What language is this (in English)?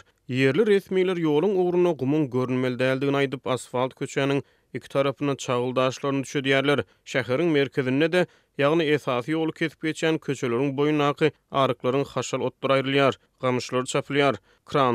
Turkmen